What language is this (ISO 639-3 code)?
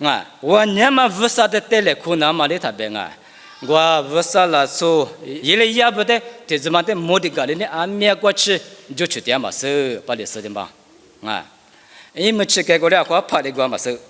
lis